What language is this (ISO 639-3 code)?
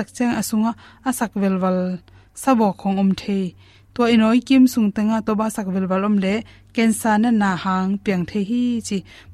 ctd